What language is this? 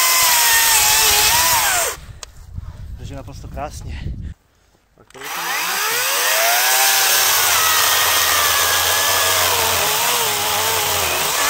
Czech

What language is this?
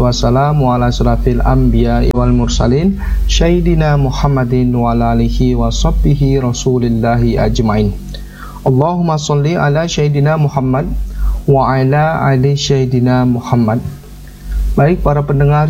Indonesian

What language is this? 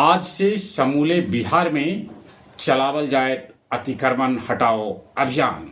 Magahi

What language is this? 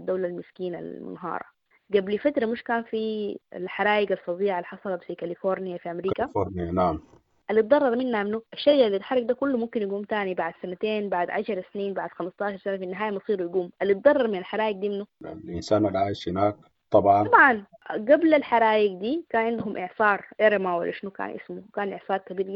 Sudanese Arabic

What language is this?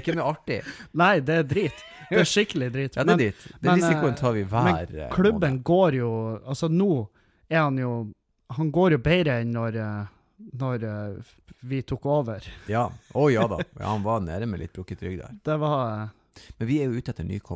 Norwegian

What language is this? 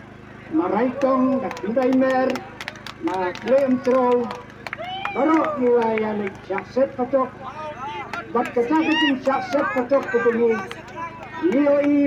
Khasi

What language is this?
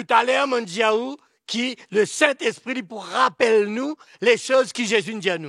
Morisyen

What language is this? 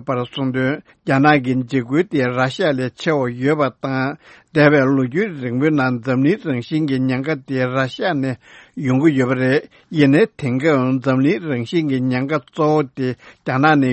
Tibetan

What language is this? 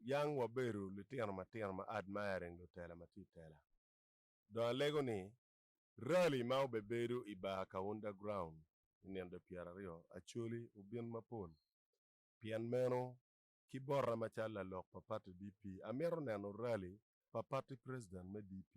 Acoli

